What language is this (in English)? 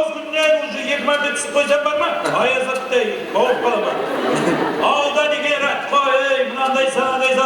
Kara-Kalpak